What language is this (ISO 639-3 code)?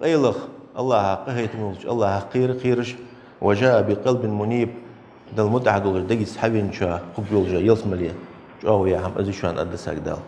inh